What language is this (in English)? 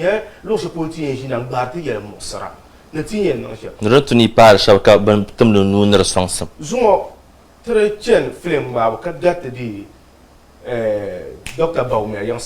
Dagbani